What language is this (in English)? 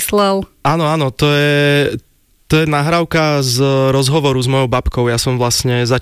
Slovak